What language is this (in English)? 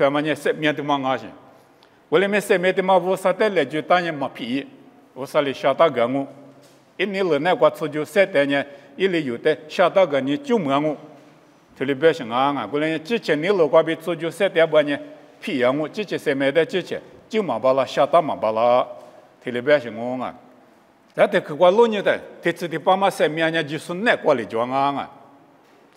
Lisu